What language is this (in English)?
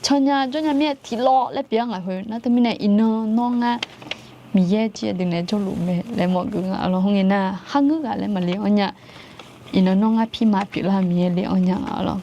Akha